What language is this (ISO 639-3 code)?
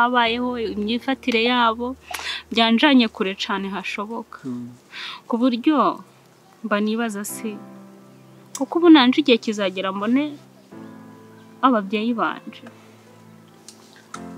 kin